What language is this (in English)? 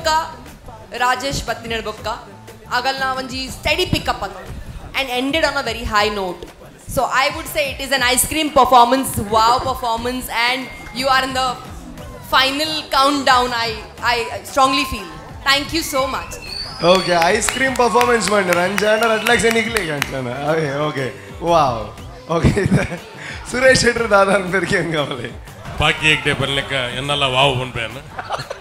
Tulu